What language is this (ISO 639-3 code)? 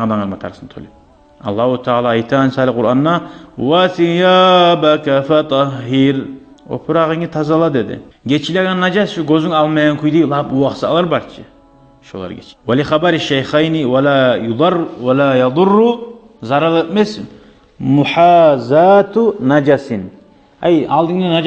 kum